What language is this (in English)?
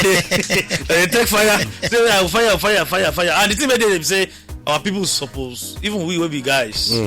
Nigerian Pidgin